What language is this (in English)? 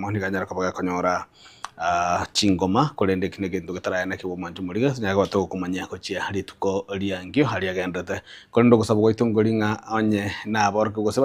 Gusii